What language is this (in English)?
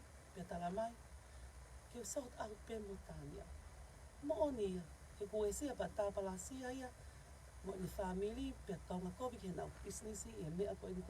Tongan